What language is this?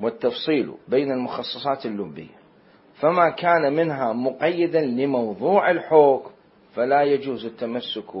Mesopotamian Arabic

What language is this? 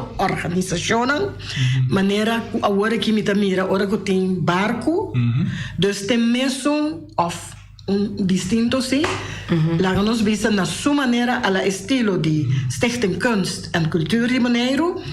Papiamento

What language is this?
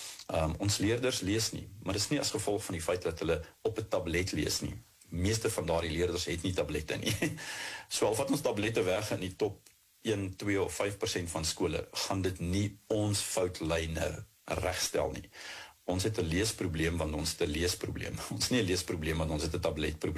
Afrikaans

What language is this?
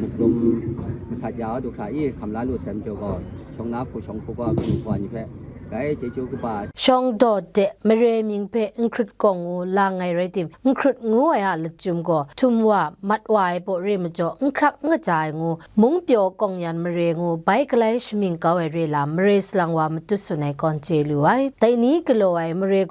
Kachin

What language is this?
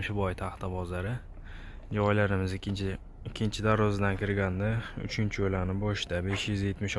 Uzbek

